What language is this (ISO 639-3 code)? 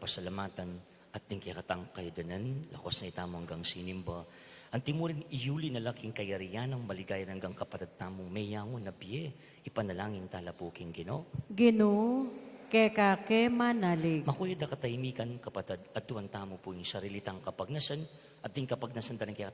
pam